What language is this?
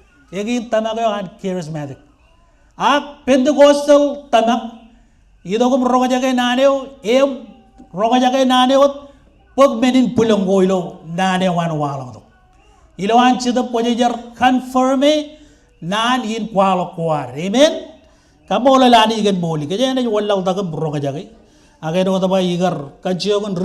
Marshallese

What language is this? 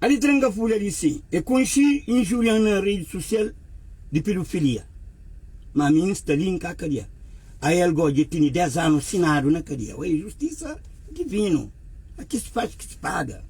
Kabuverdianu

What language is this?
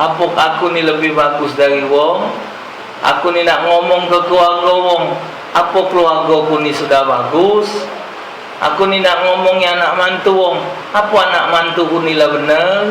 Musi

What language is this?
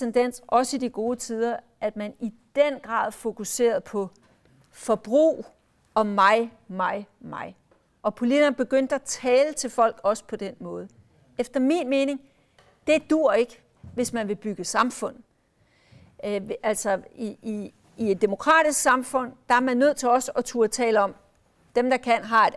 Danish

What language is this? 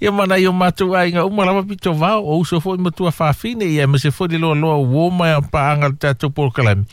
Samoan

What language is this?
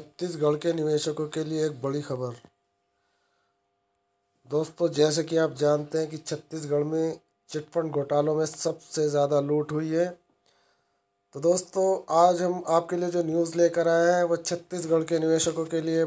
Hindi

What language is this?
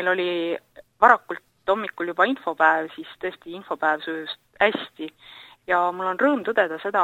Estonian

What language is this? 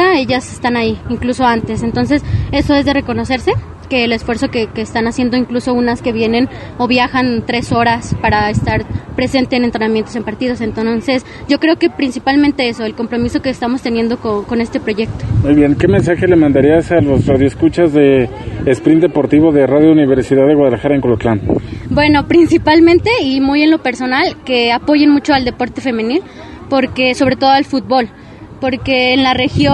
Spanish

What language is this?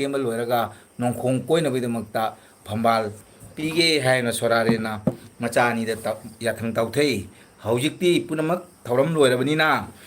Manipuri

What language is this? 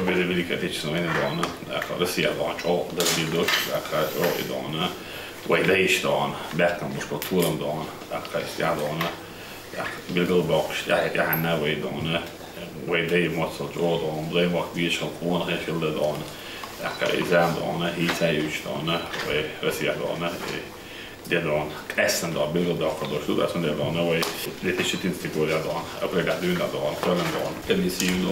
Chechen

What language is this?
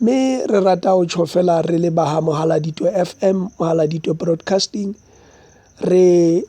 Southern Sotho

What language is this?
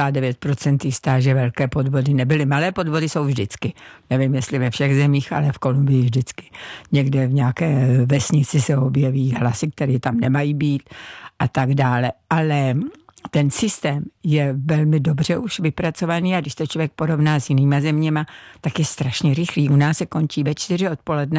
Czech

